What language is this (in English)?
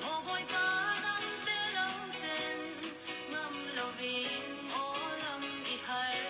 Falam Chin